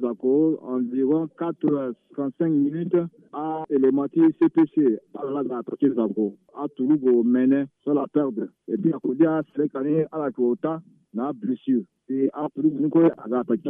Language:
Sango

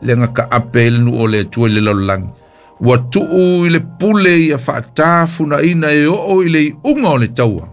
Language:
Samoan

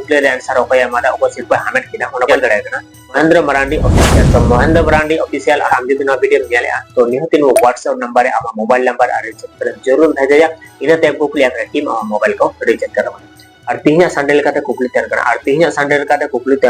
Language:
Santali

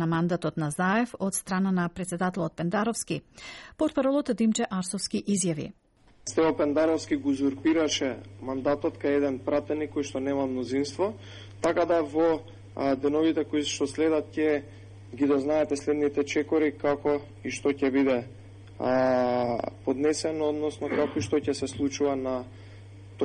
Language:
Macedonian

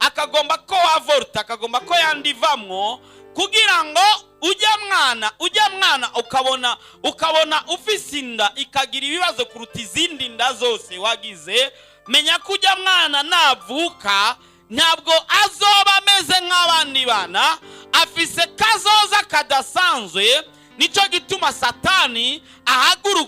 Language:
Rundi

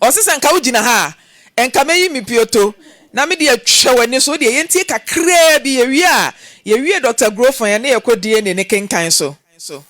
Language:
Akan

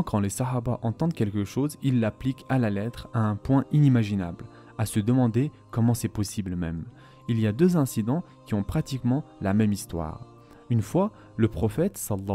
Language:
French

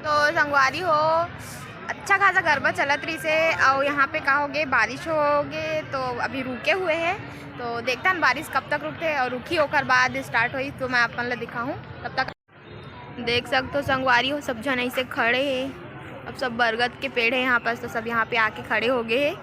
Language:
Chhattisgarhi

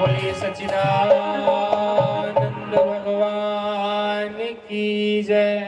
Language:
Dogri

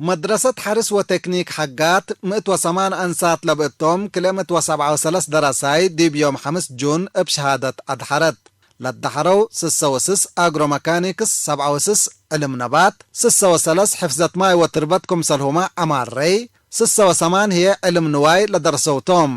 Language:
Tigre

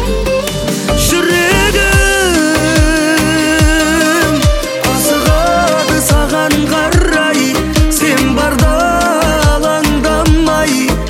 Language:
Kazakh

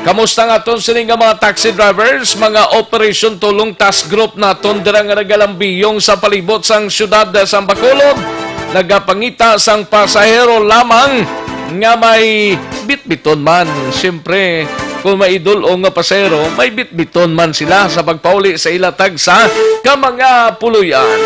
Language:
Hiligaynon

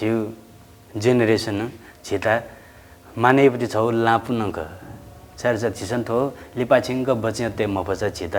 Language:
Newari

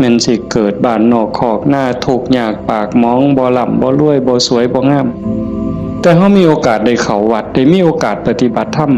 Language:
Northeastern Thai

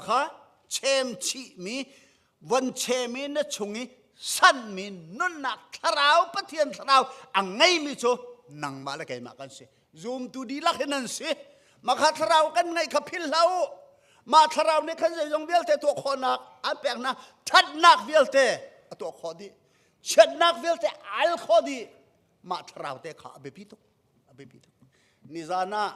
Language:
Hakha Chin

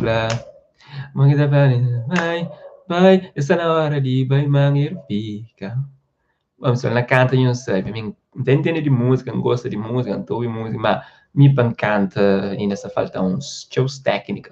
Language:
Kabuverdianu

